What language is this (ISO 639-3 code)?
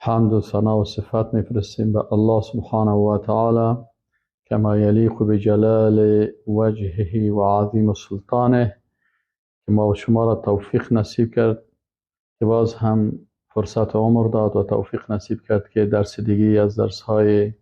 fas